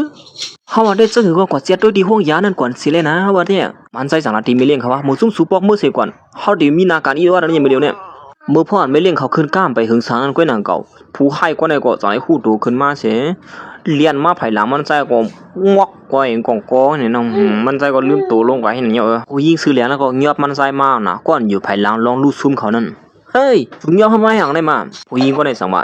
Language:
Shan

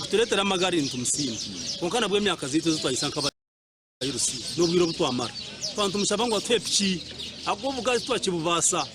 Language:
Nyankole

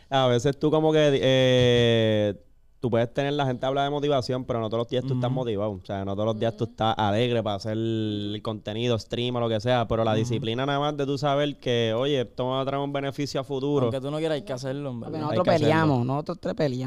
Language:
Spanish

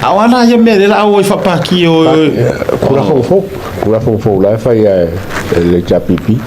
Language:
Samoan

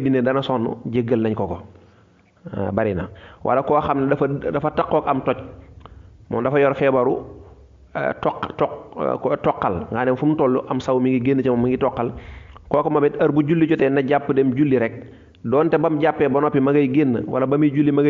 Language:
Wolof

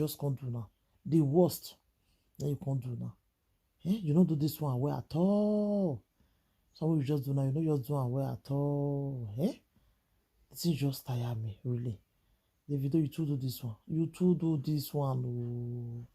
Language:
Nigerian Pidgin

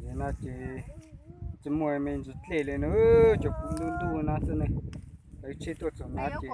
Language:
Hmong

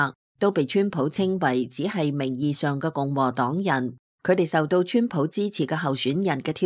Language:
Cantonese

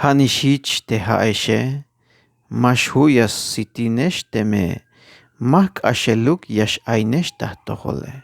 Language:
Tzeltal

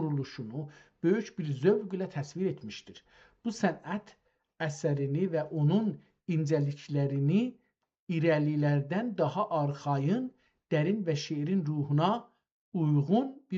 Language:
South Azerbaijani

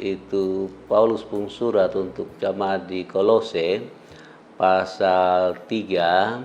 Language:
Kupang Malay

